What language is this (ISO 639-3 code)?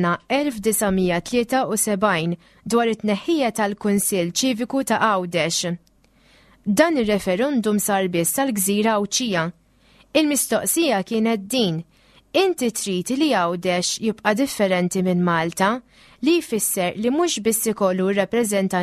mlt